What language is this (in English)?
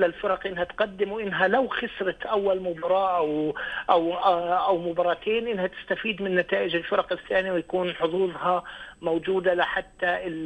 North Levantine Arabic